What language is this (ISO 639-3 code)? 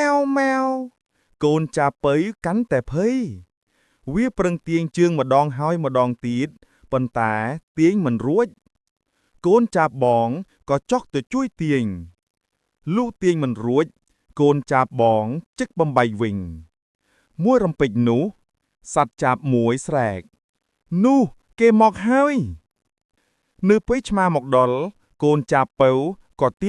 khm